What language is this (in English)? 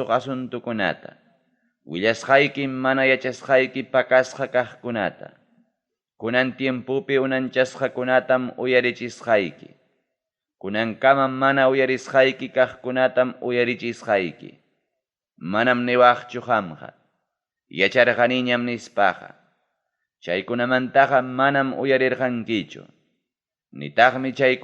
Ayacucho Quechua